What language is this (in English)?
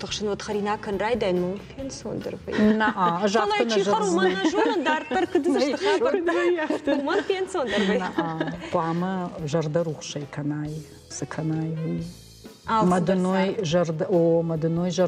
Ossetic